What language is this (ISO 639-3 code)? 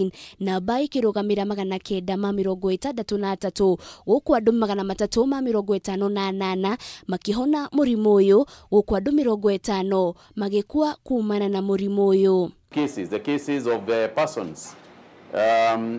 kik